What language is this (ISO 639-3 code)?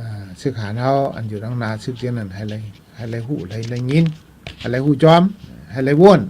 shn